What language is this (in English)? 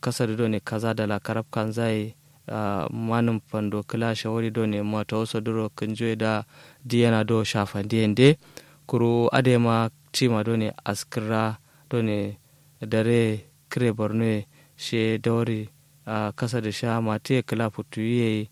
Kanuri